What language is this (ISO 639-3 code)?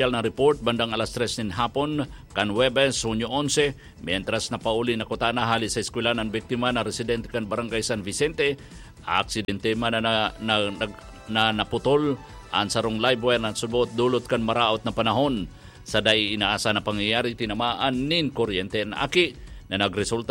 bik